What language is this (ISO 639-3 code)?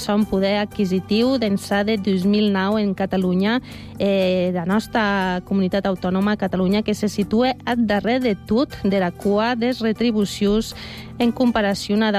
cat